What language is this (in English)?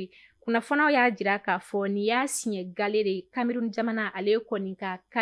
Bambara